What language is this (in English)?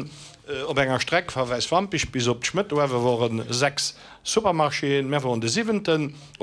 Luxembourgish